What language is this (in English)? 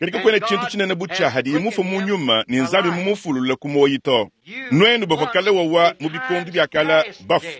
Luba-Lulua